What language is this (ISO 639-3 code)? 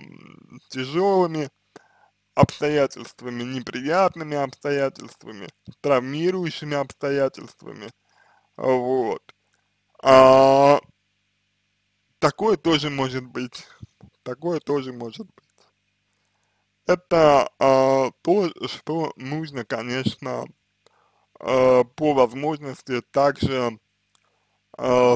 rus